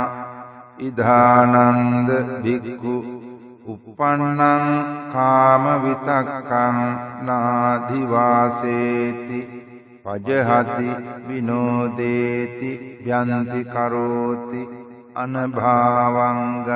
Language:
Pali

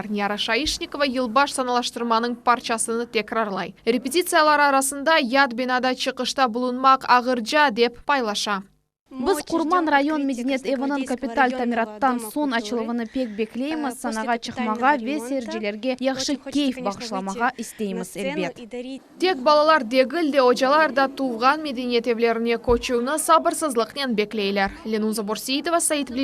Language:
Crimean Tatar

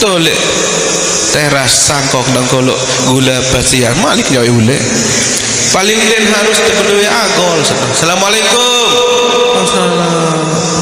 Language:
Sasak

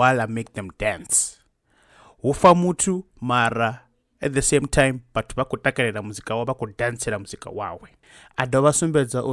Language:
Venda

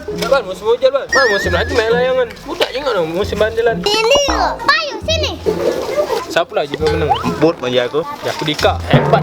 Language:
Musi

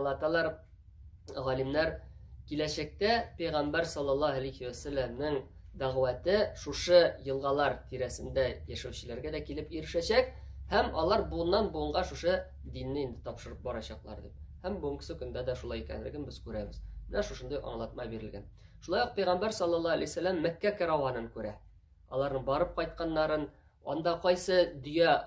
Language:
Tatar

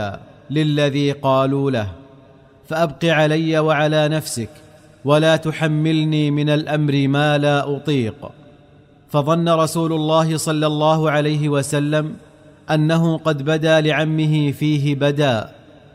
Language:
Arabic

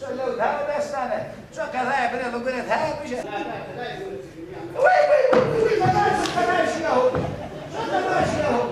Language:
Zaza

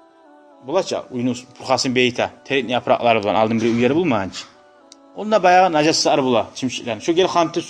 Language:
Kumyk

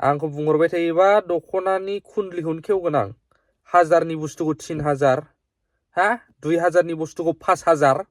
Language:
Bodo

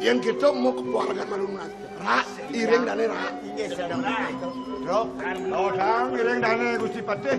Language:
Balinese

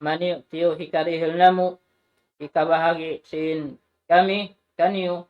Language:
Tausug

